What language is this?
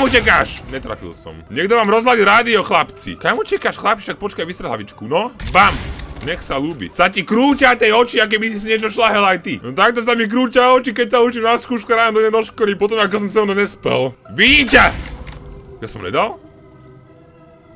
Slovak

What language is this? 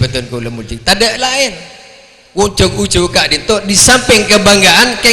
Madurese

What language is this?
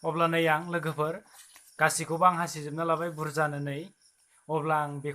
Bodo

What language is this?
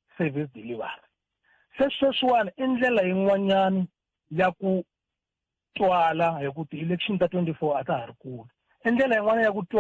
Tsonga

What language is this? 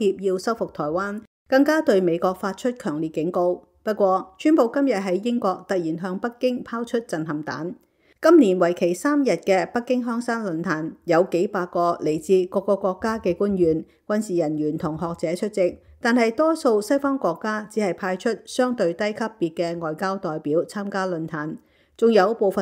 Cantonese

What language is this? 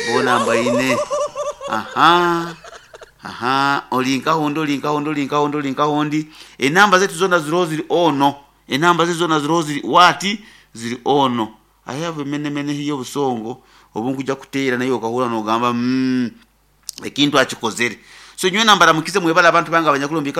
Nyoro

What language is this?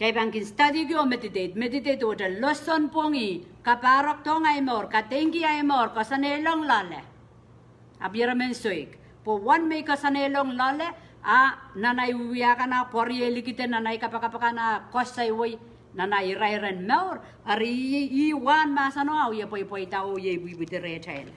Pohnpeian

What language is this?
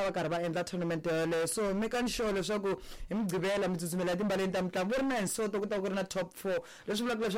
Tsonga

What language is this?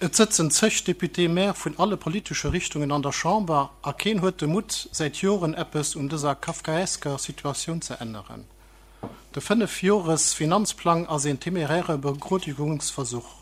Luxembourgish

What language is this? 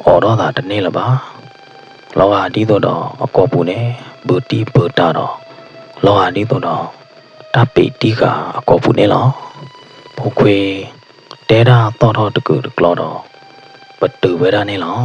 S'gaw Karen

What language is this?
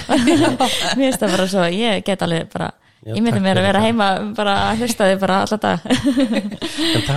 Icelandic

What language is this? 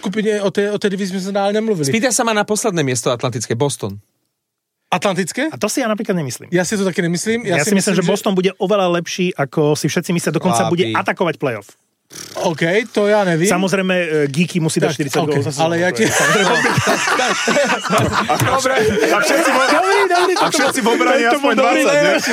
Slovak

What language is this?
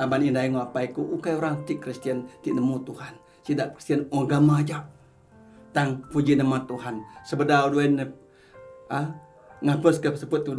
Iban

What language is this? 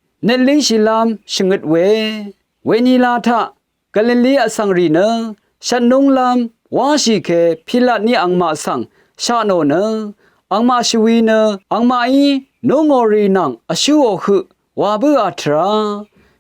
Rawang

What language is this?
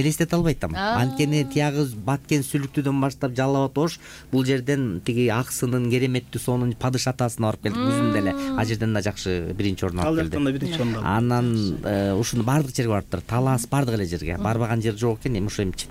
Kyrgyz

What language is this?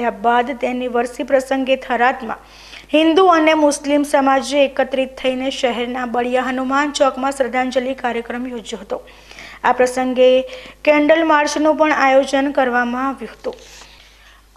Gujarati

